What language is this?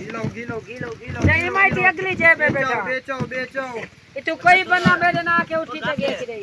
Saraiki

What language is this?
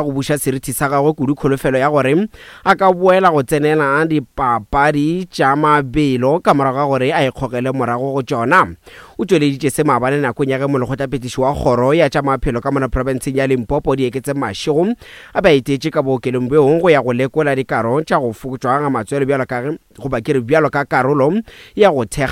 Northern Sotho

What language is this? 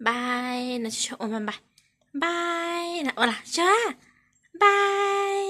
Hmong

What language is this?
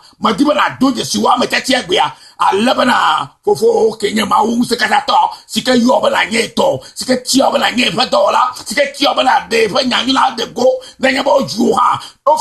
Ewe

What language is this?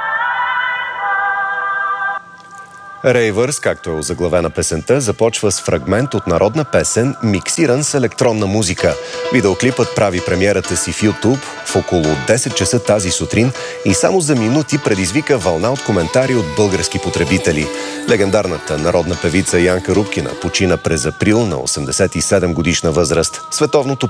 Bulgarian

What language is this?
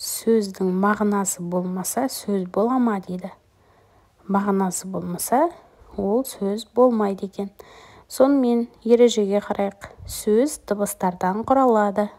Kazakh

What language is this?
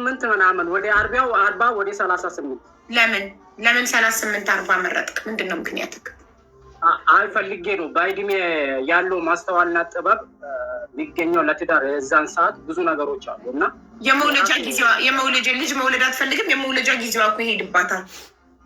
Amharic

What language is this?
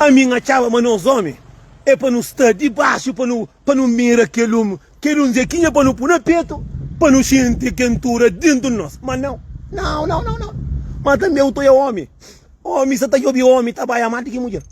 Kabuverdianu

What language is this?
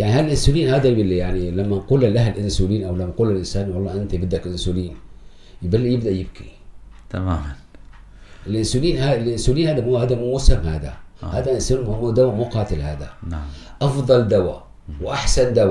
North Levantine Arabic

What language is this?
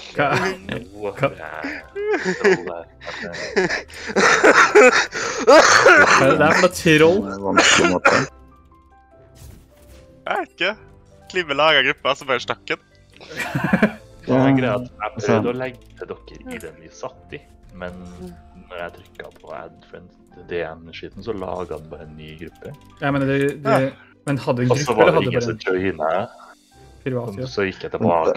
Norwegian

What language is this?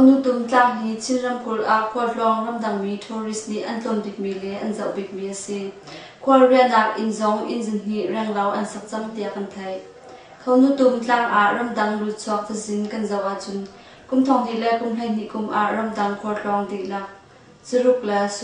Hakha Chin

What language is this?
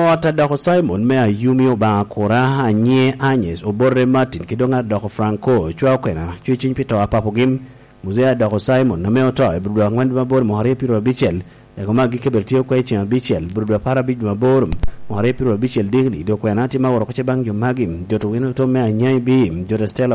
Lango (Uganda)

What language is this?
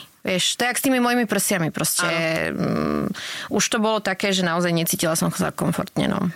Slovak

